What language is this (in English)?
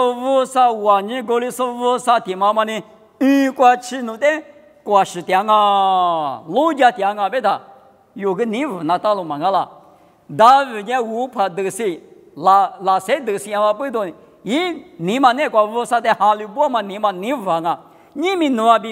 Lisu